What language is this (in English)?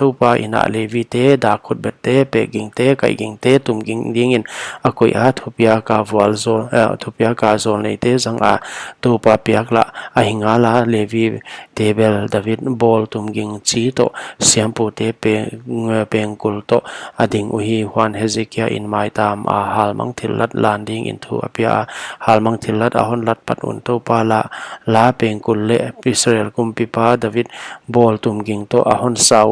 Paite Chin